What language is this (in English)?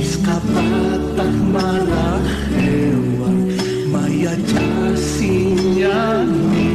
Aymara